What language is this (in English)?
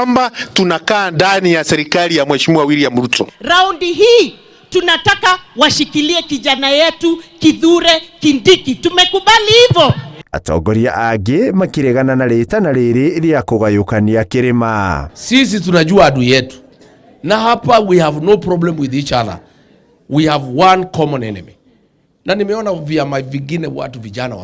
Kikuyu